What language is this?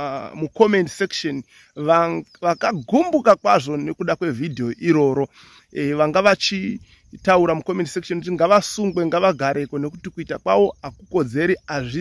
Shona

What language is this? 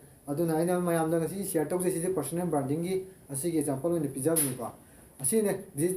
Manipuri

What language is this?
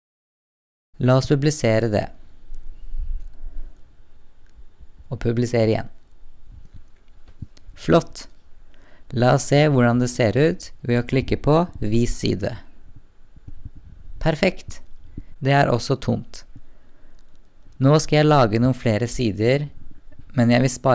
Norwegian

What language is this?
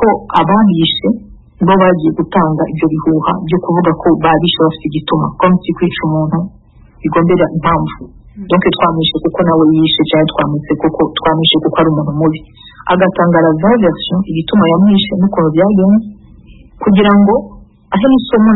Kinyarwanda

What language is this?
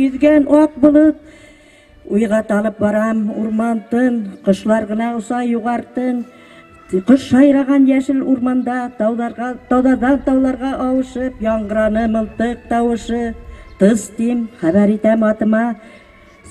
Bashkir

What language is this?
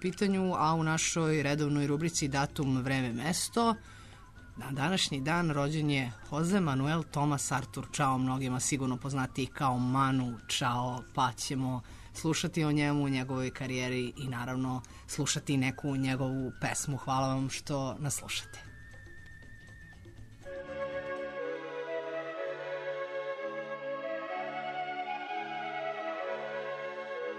Serbian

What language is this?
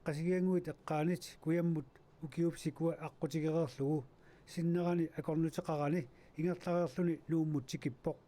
Kalaallisut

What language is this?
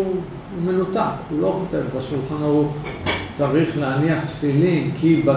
Hebrew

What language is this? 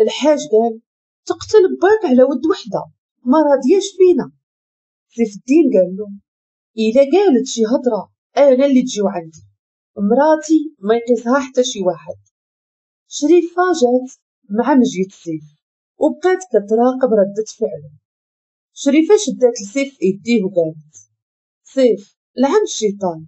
Moroccan Arabic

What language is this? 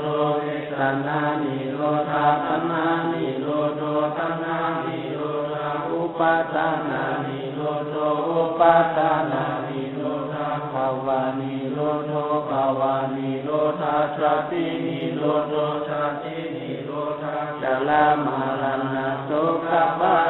Pali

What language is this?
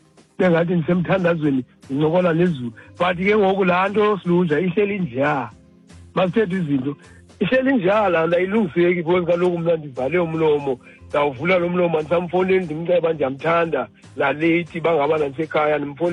Xhosa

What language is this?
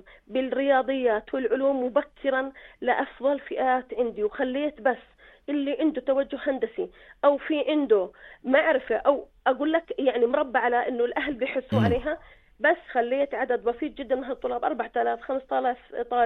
North Levantine Arabic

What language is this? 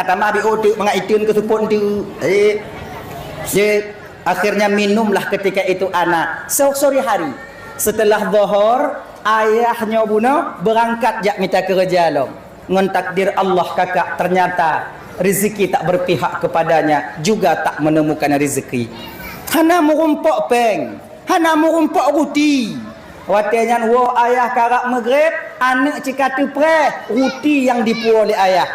Achinese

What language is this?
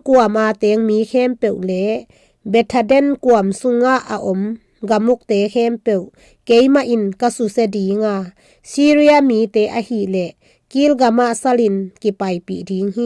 Tedim Chin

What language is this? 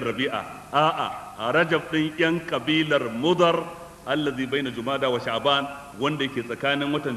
Hausa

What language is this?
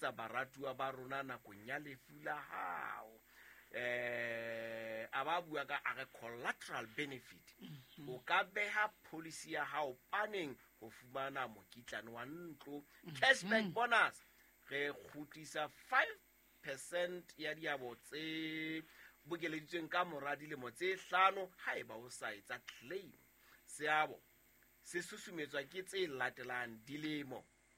Southern Sotho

